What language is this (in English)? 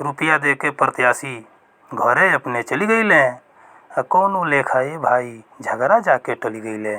Bhojpuri